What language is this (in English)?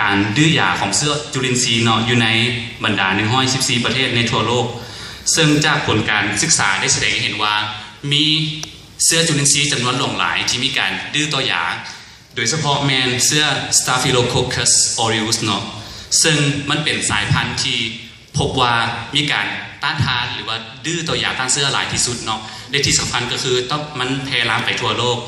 Lao